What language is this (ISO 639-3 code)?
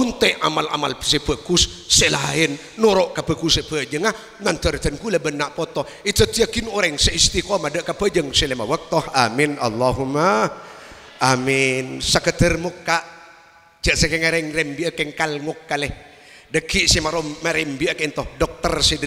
mad